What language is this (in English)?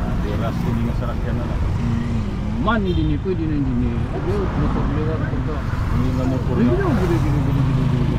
Waray